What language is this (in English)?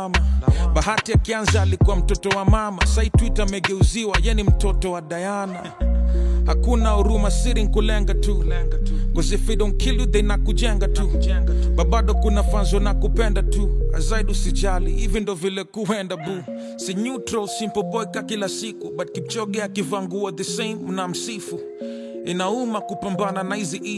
Swahili